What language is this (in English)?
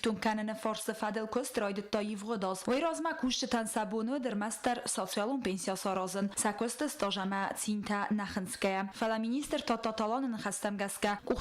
Ossetic